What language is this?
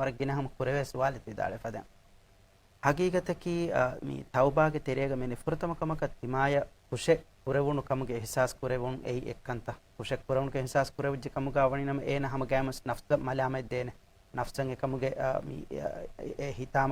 Divehi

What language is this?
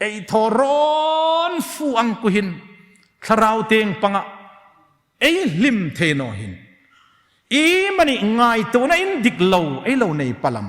Hmar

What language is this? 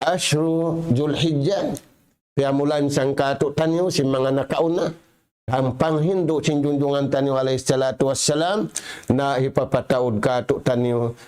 Tausug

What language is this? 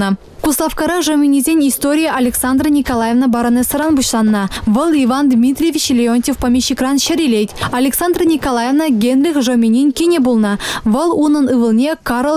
Chuvash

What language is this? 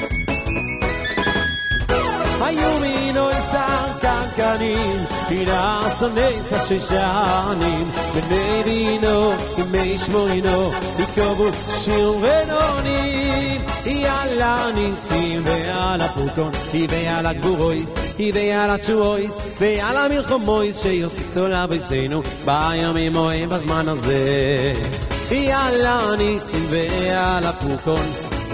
Hebrew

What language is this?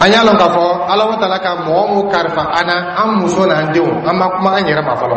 Dyula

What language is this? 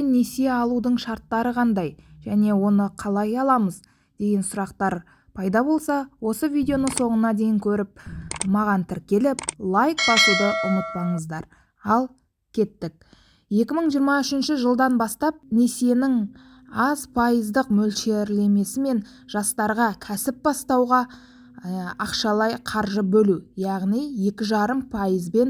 Kazakh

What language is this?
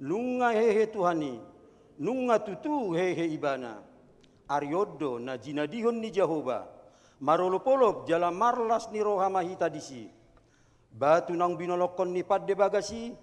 Batak Toba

